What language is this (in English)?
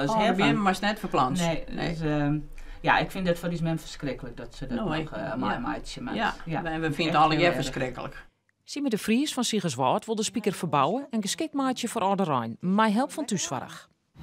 Western Frisian